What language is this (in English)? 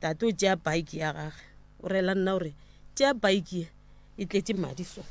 Northern Sotho